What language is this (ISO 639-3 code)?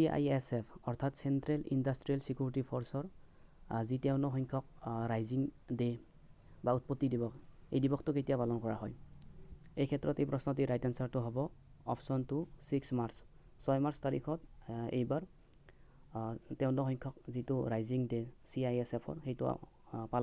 asm